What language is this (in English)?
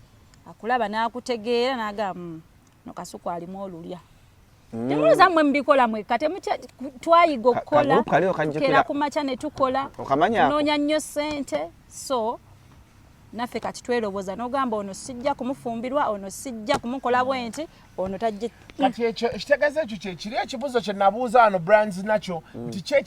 Ganda